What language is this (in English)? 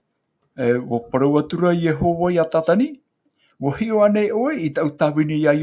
Tahitian